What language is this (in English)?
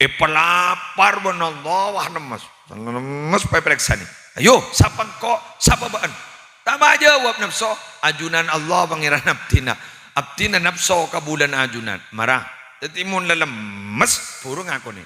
Madurese